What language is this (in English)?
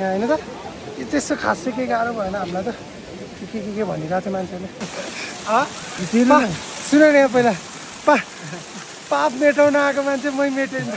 Nepali